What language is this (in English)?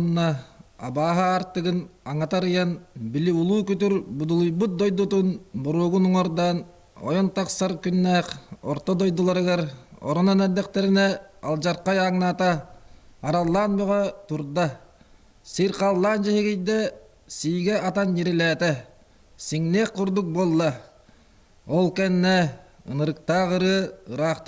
Yakut